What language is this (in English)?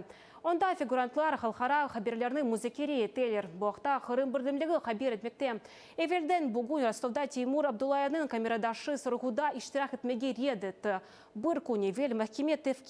Crimean Tatar